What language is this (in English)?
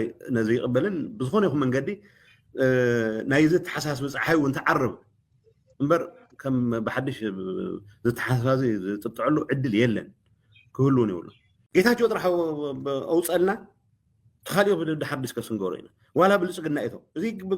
Tigrinya